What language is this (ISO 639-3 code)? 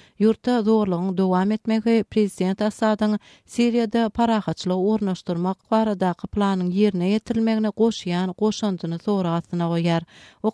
tuk